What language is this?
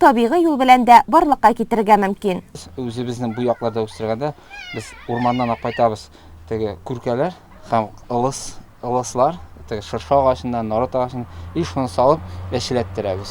Tatar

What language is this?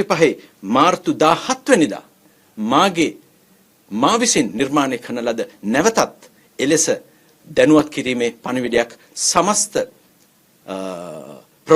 Sinhala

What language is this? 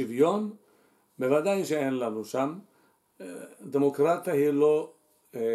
Hebrew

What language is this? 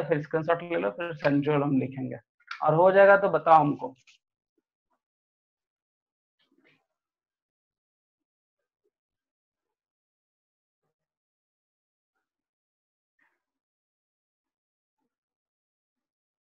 Hindi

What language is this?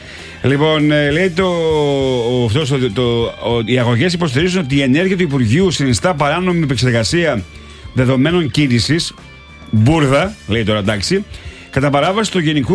Greek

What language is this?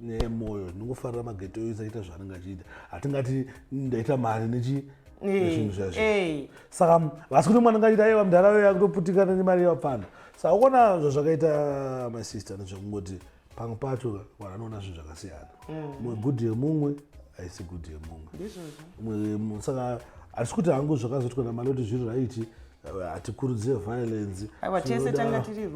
Shona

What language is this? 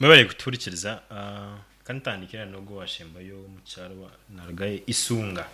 Nyankole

